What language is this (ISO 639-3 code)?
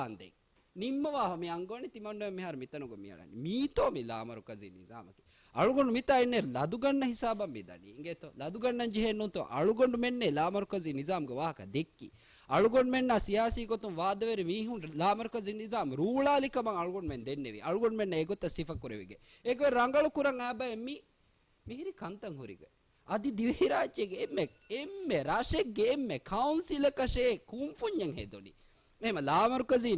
div